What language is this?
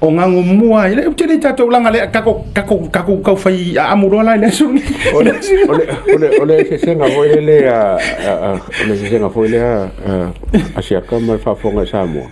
Samoan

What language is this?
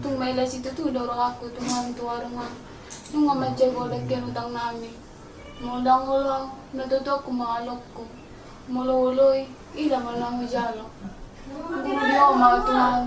Batak Toba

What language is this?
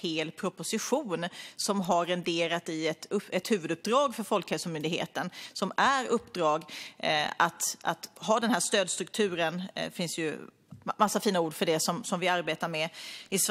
Swedish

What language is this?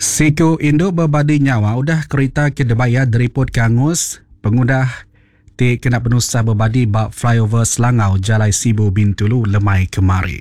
Iban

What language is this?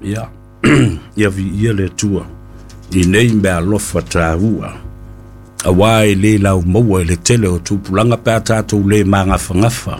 Samoan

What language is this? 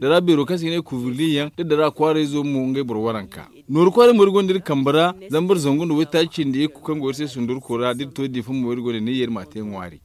Zarma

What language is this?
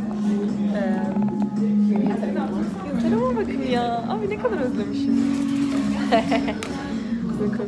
Turkish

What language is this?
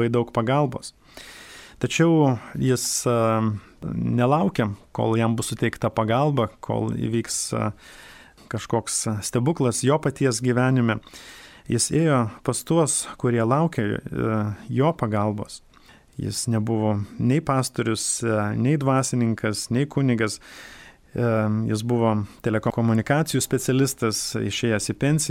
Lithuanian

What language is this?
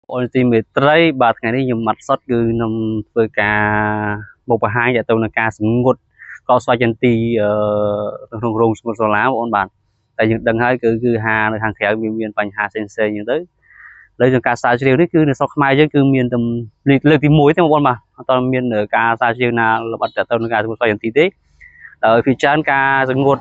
Khmer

